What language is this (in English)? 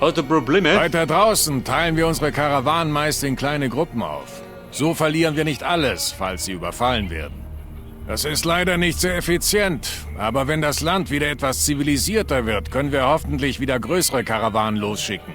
Bavarian